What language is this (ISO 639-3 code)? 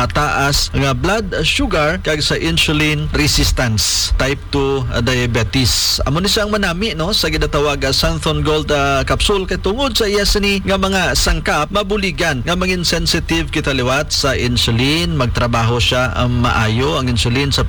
hil